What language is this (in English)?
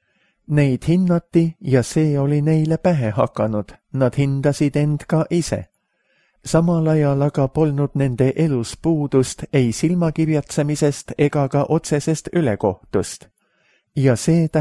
Estonian